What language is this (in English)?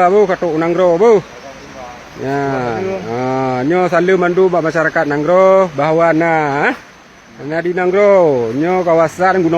Achinese